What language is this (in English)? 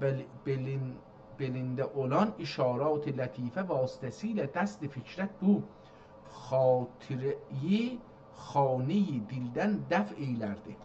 South Azerbaijani